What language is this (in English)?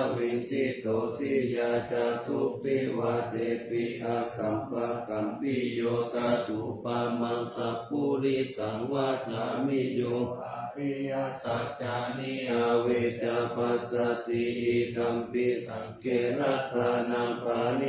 Pali